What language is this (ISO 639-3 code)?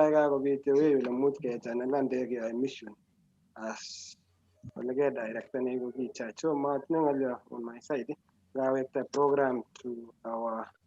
kln